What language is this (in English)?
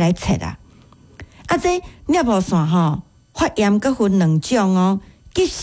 Min Nan Chinese